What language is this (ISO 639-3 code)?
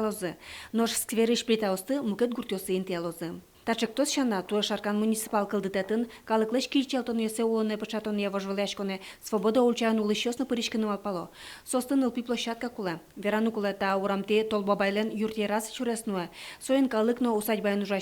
udm